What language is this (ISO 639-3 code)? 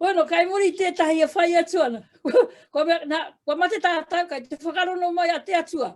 mri